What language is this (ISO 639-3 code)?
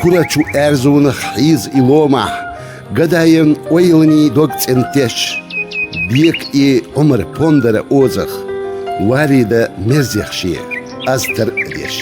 che